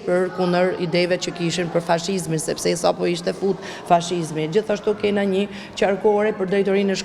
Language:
Albanian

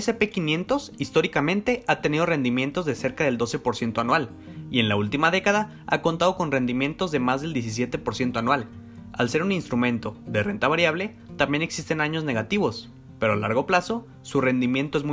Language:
Spanish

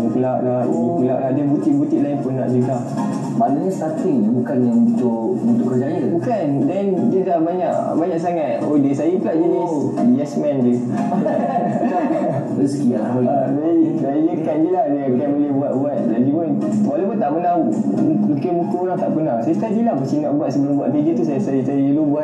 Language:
Malay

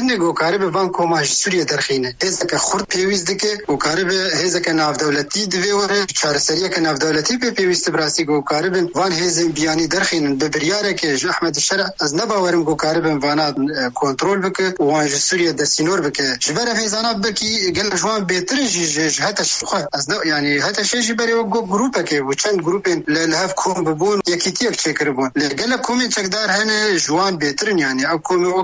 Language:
Kurdish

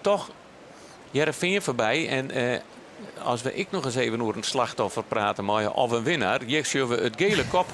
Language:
Western Frisian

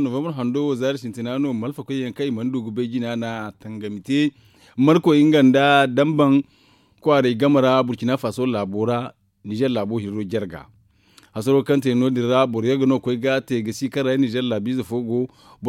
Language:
Zarma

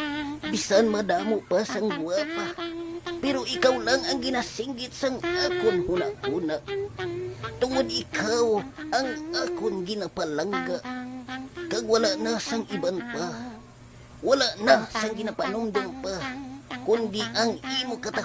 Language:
Hiligaynon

